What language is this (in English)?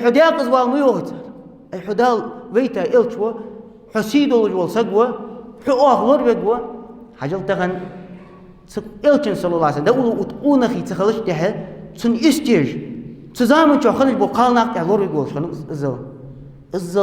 Ingush